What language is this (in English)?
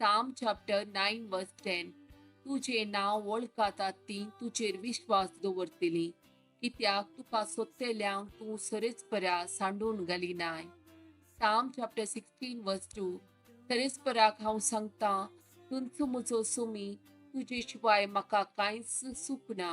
Konkani